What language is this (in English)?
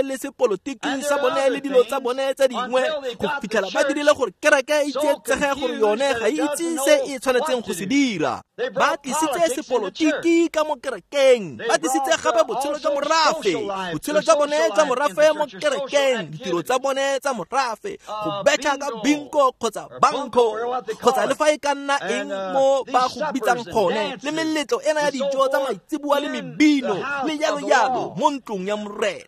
Tswana